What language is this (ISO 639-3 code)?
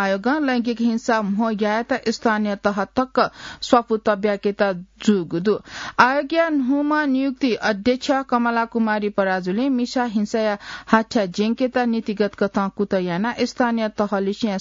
new